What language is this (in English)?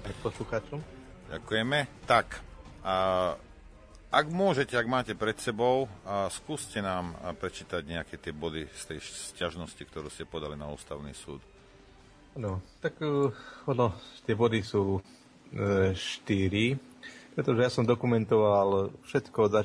Slovak